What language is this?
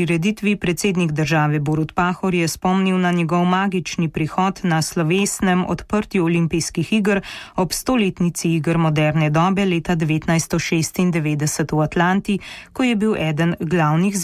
Slovenian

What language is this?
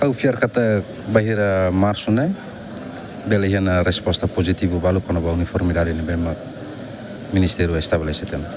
Tetum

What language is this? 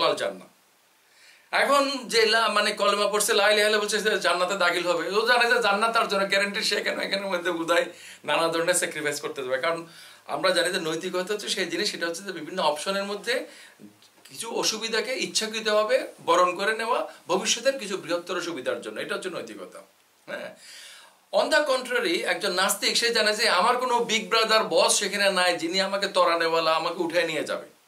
Bangla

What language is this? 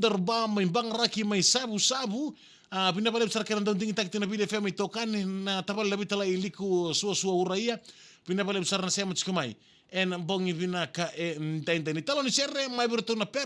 Fijian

